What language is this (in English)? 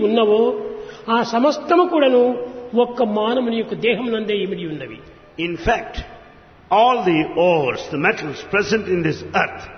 Telugu